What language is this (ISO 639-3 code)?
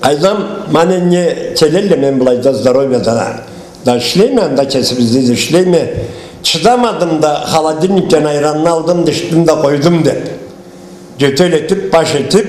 krc